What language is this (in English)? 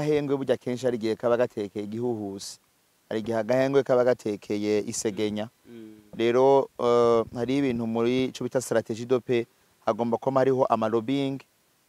Rundi